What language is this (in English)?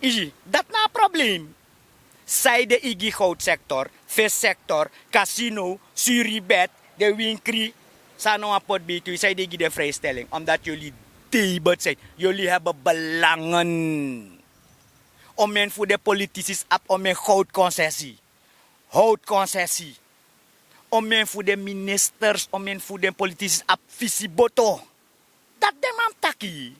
Sranan Tongo